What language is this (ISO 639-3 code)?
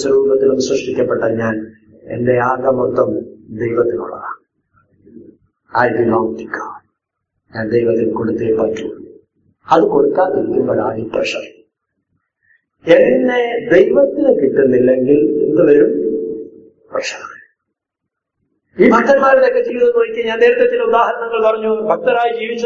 mal